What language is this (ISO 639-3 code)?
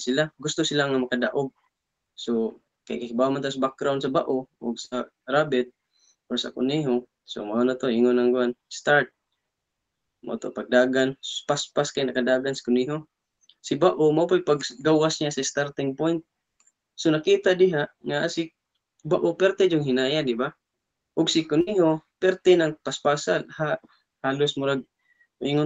ceb